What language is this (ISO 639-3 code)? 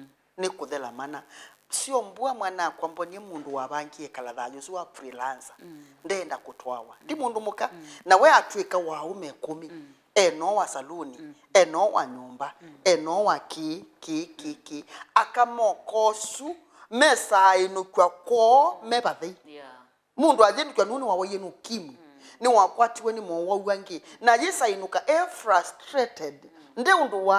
kam